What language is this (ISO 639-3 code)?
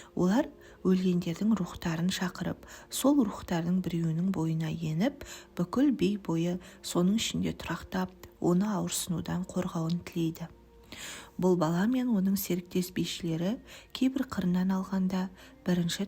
kaz